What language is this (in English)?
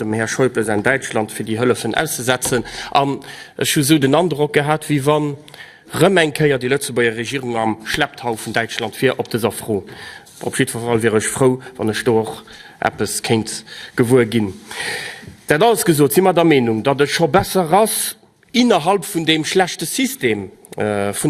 Luxembourgish